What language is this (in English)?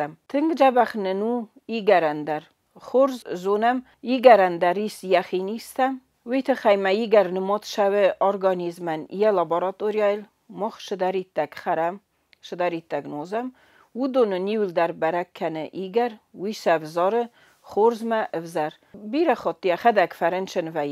Ossetic